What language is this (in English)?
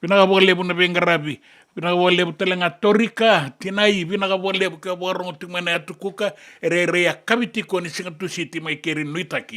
Fijian